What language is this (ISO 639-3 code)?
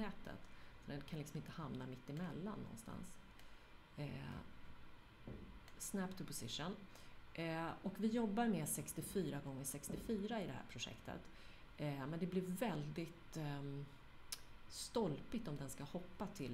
swe